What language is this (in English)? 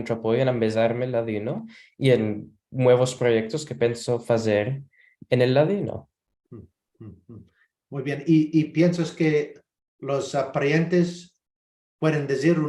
Ladino